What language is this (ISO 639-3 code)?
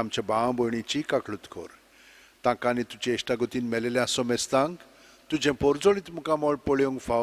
kok